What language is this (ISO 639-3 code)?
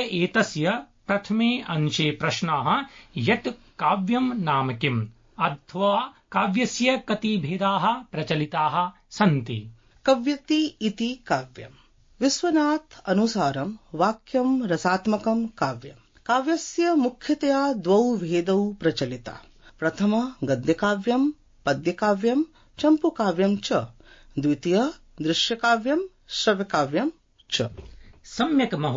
san